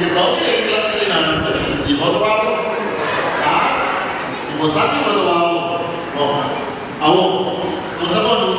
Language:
Papiamento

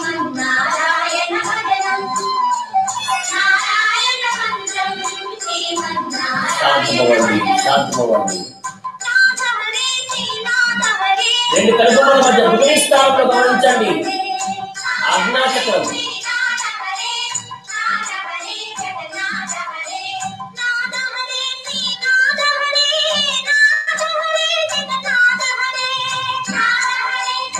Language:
Telugu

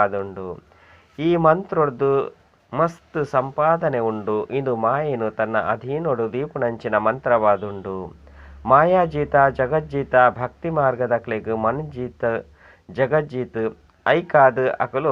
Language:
Tulu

